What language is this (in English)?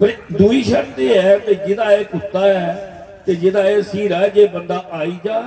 Dogri